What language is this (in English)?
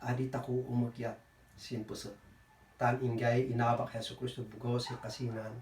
Kankanaey